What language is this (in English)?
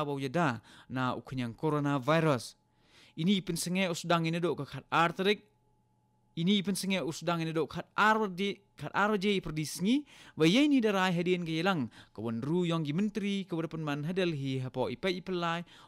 Khasi